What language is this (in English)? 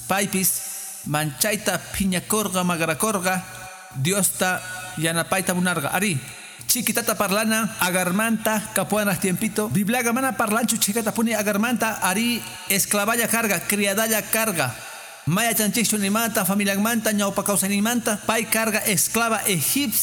Quechua